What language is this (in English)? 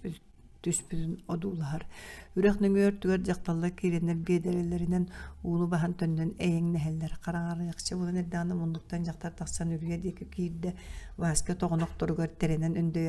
Yakut